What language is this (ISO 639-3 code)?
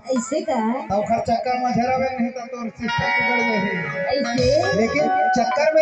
hne